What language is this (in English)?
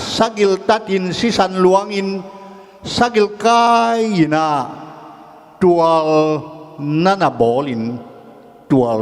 Tedim Chin